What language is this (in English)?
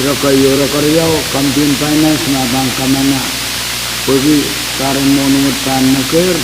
Pohnpeian